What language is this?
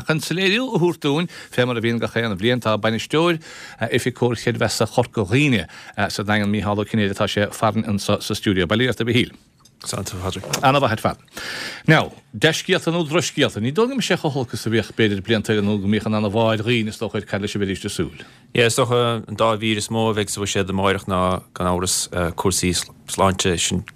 Irish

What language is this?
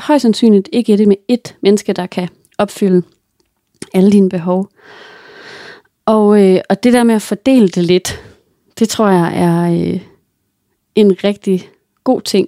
Danish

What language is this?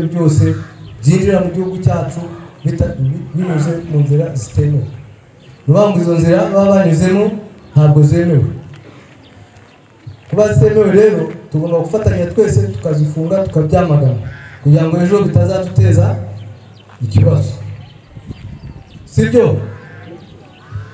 Kinyarwanda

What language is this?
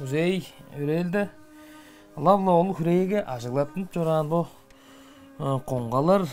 Tuvinian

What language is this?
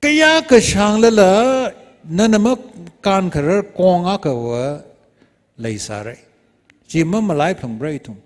Tangkhul Naga (India)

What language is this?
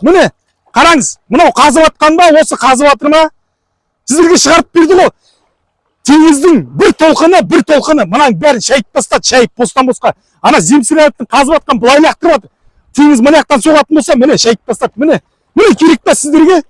Kazakh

